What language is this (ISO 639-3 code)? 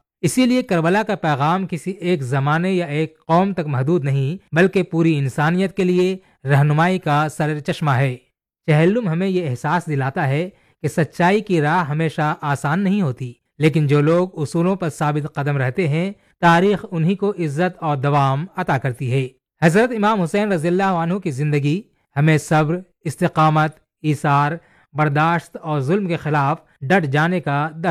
urd